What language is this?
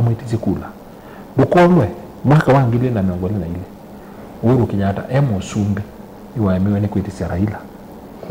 Kamba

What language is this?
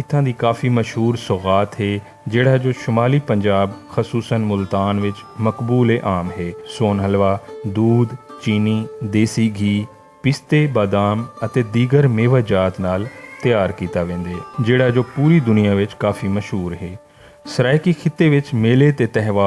Saraiki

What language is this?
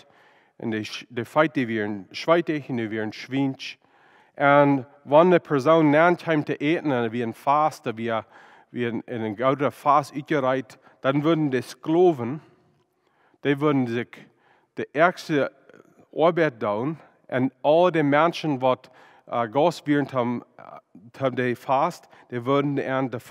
Plautdietsch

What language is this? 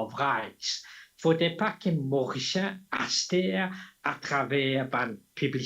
Morisyen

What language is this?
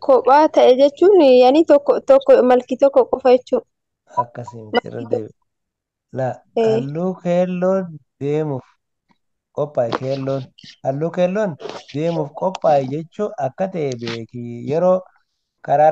Oromo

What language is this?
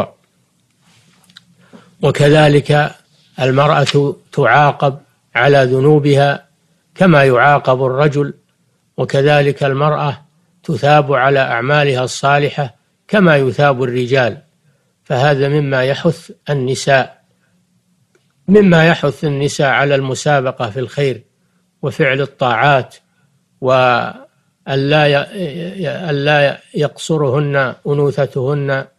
Arabic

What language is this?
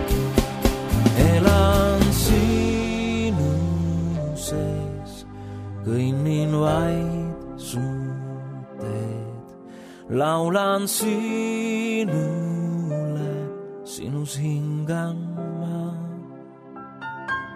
Estonian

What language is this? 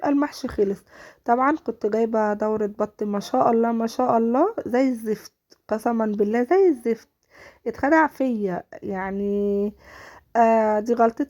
Egyptian Arabic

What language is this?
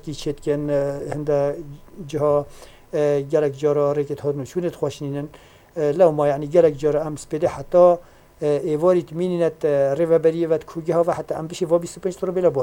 Kurdish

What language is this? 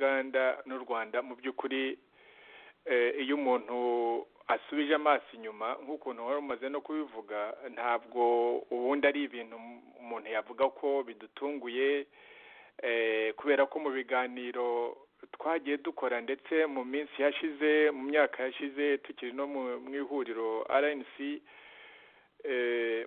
Kinyarwanda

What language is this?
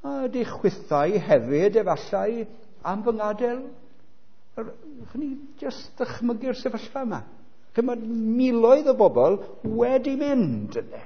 Welsh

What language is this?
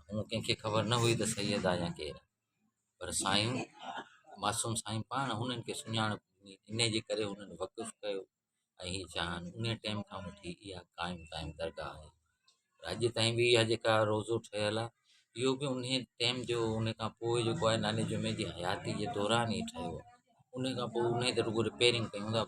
Sindhi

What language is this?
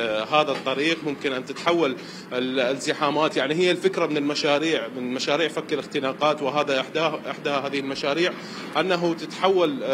Mesopotamian Arabic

